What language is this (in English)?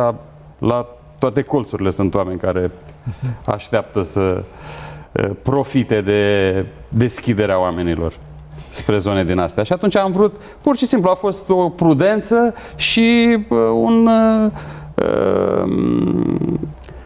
Romanian